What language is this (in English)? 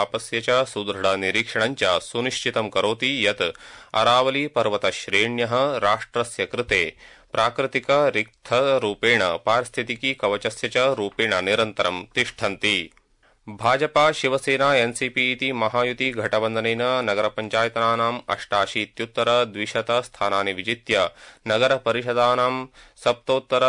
Sanskrit